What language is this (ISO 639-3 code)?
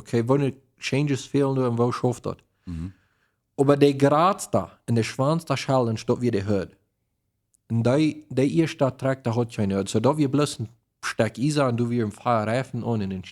pdt